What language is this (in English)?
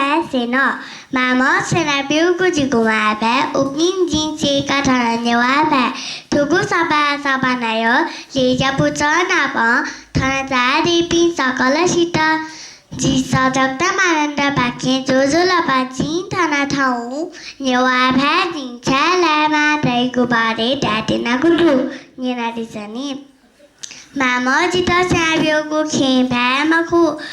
Newari